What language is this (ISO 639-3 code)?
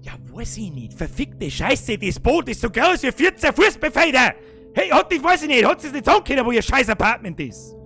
bar